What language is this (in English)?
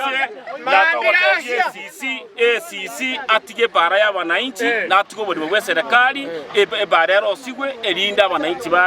Gusii